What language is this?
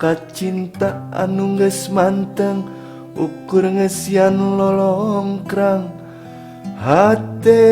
Sundanese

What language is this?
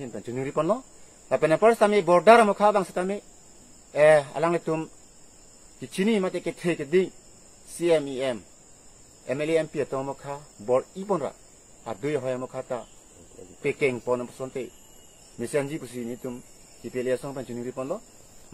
Karbi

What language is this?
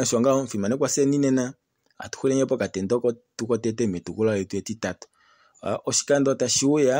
Kuanyama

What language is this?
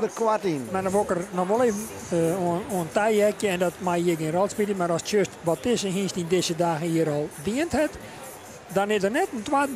Western Frisian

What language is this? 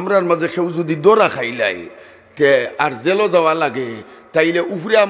Sylheti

